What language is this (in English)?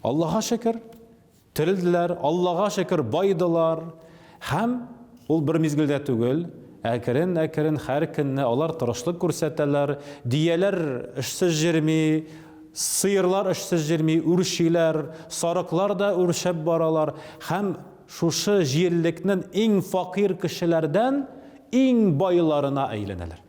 Tatar